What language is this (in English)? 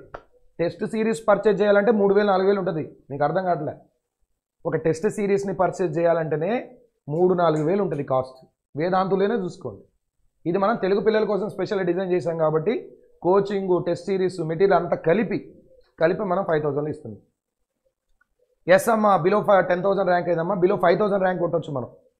Telugu